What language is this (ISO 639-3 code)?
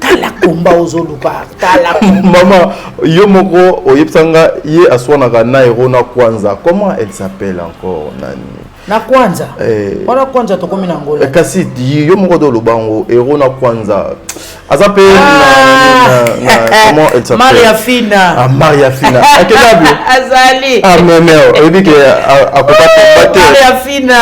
lin